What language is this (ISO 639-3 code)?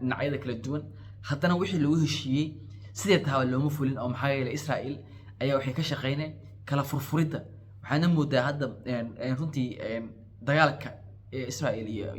som